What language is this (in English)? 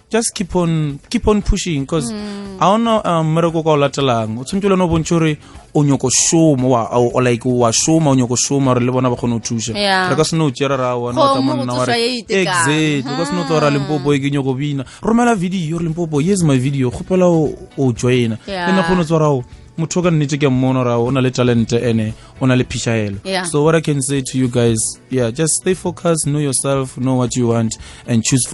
Northern Sotho